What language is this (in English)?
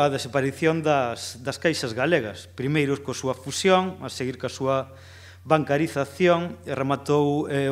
Galician